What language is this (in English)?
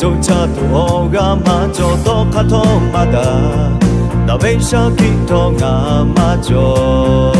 Lahu